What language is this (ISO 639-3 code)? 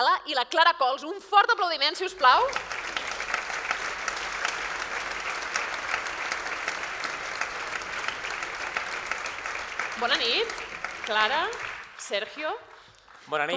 cat